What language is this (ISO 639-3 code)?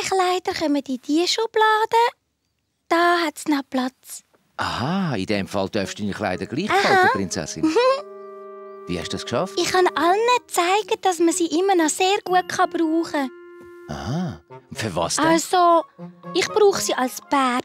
gsw